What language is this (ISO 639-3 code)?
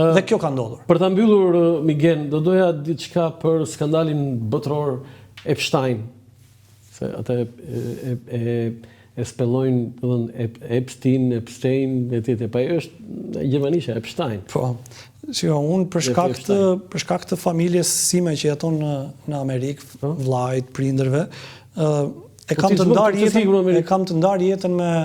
sqi